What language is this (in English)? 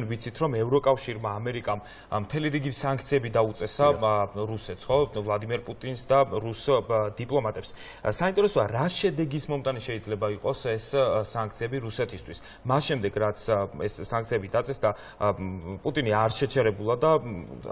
Georgian